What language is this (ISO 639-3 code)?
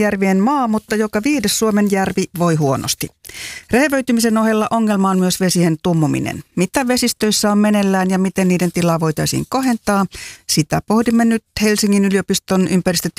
fin